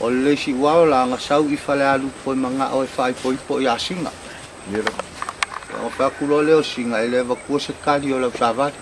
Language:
Samoan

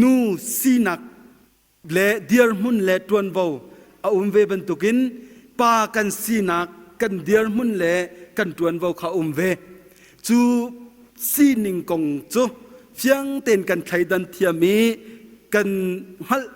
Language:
Hakha Chin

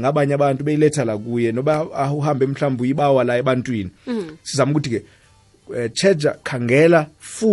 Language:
South Ndebele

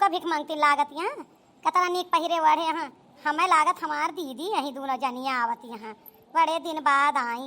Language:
Awadhi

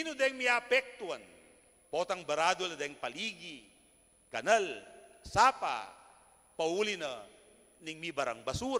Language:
Pampanga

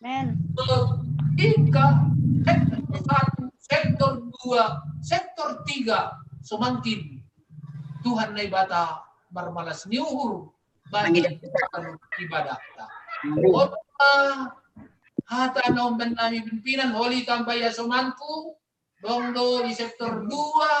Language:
Batak Simalungun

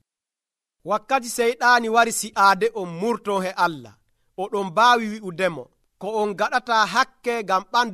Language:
Nigerian Fulfulde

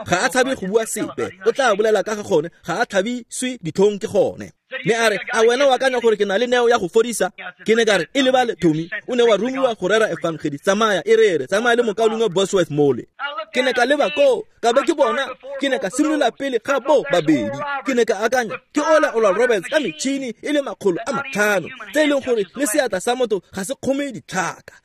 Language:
Tswana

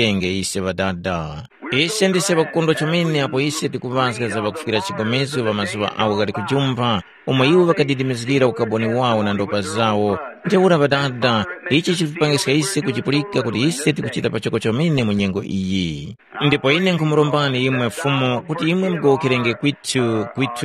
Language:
Tumbuka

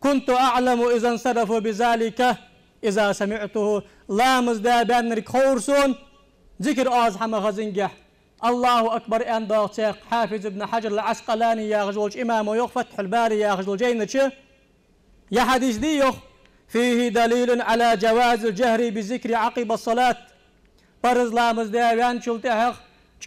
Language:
Ingush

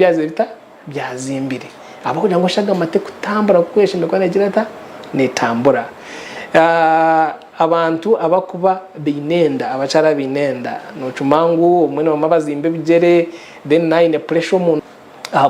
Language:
Nyankole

